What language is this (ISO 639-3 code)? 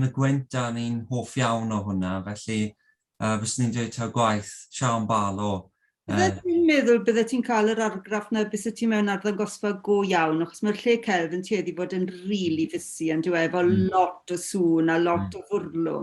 cym